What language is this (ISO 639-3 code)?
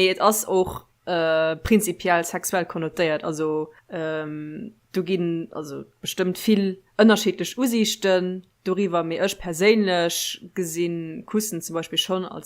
ltz